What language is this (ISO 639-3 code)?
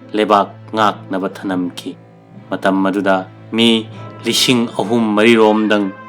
mni